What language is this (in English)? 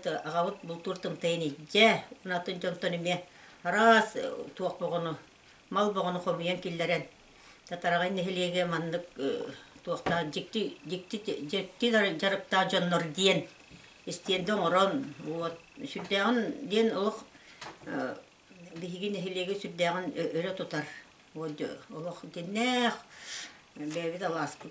Yakut